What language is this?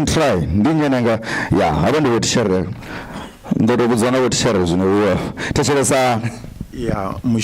Venda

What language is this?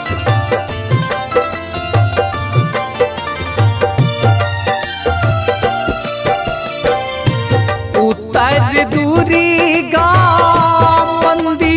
Maithili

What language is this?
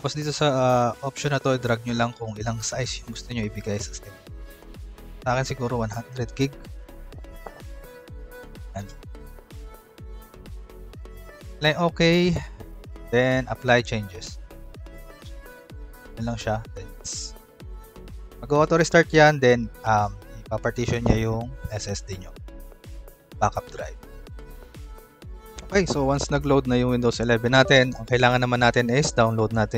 Filipino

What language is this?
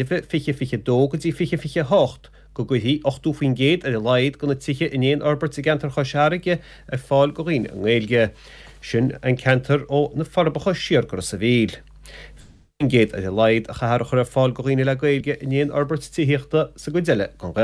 Irish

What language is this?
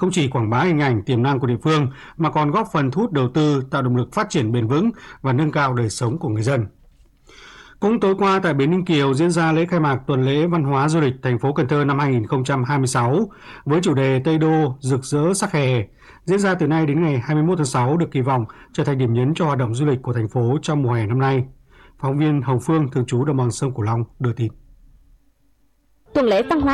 Vietnamese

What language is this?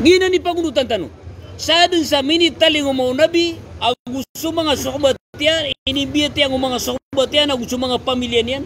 Maranao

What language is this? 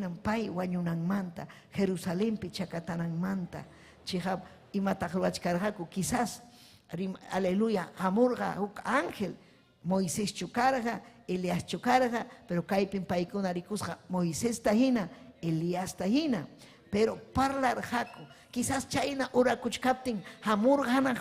Ayacucho Quechua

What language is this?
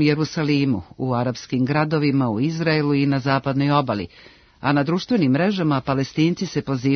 Serbian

